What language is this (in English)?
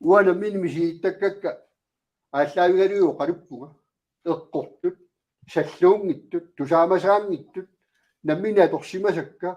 Kalaallisut